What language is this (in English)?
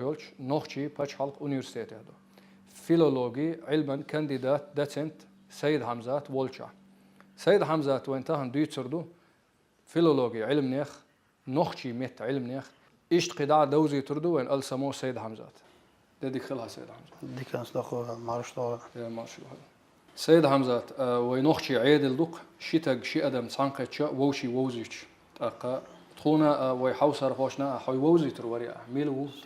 Chechen